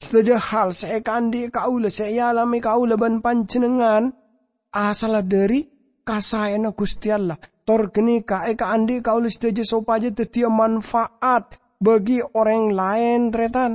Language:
Madurese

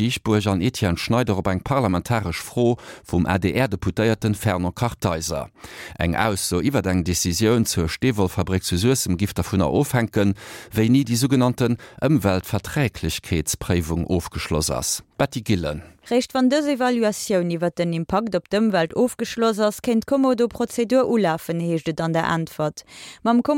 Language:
Luxembourgish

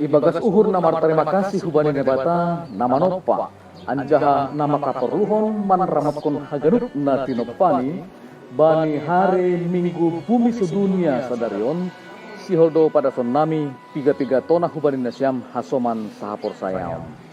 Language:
Batak Simalungun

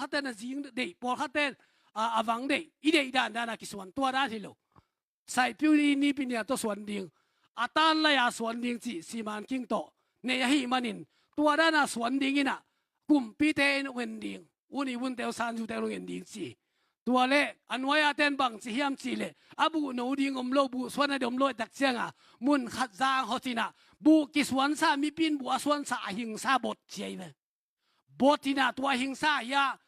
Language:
Tedim Chin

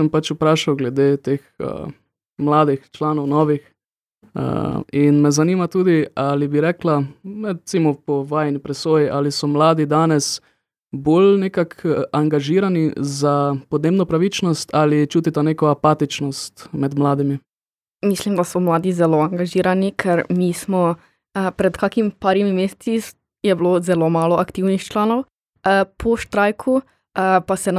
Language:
Slovenian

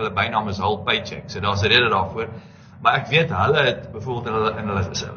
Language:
Afrikaans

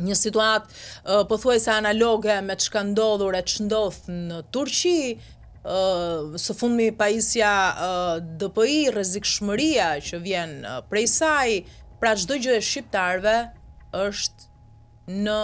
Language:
Albanian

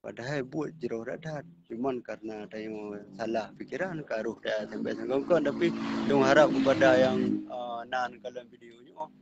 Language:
Achinese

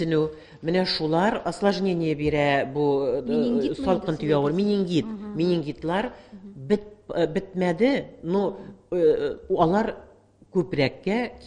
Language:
Tatar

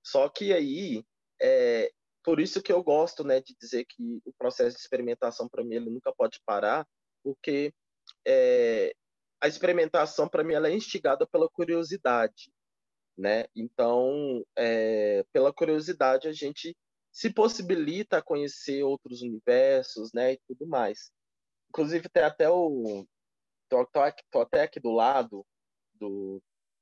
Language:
Portuguese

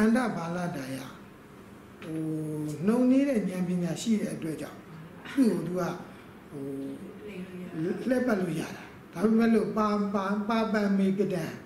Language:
Burmese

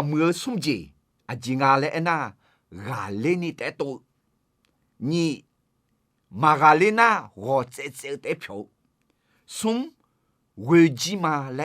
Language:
Akha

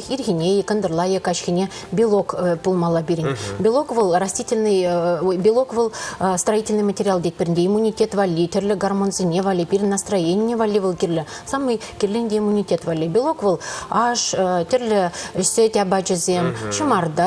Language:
Chuvash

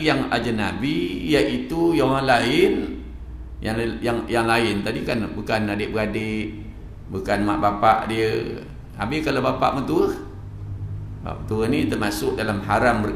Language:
Malay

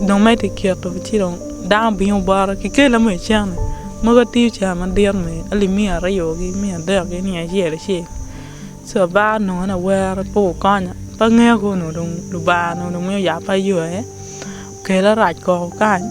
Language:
Acoli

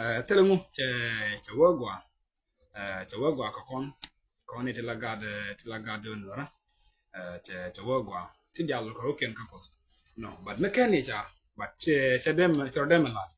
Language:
Nuer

